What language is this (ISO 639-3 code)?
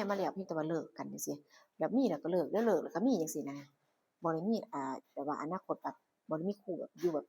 tts